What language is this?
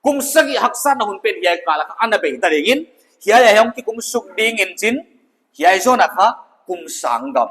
Paite Chin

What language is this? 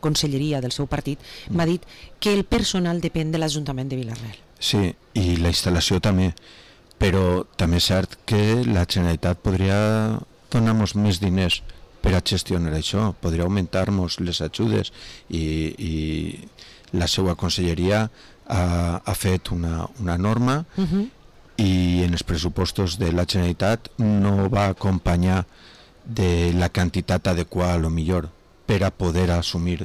Catalan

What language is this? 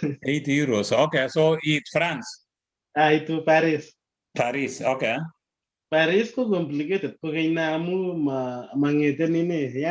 Kalenjin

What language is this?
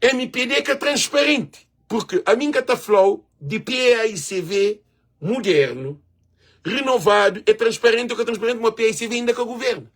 Kabuverdianu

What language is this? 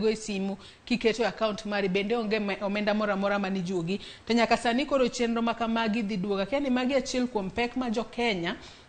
Luo (Kenya and Tanzania)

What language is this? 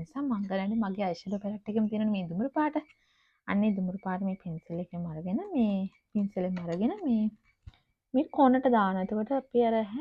Sinhala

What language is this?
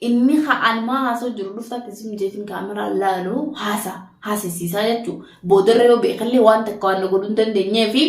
Oromo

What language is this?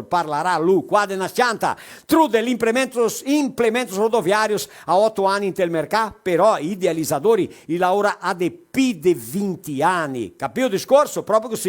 Venetian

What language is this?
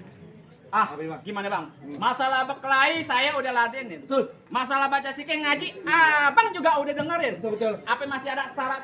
Betawi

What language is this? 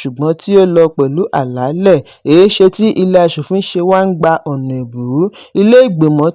Yoruba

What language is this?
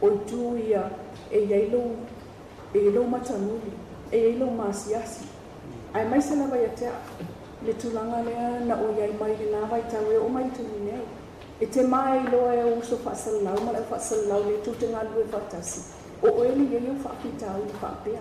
Samoan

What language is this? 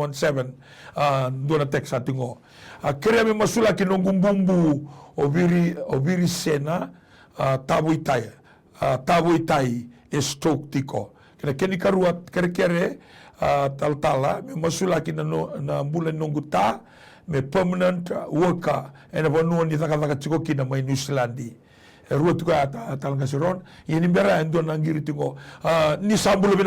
Fijian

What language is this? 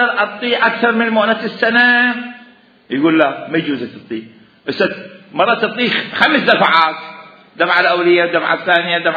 Mesopotamian Arabic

